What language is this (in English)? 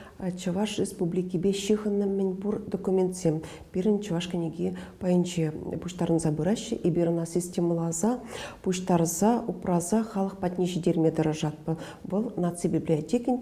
Chuvash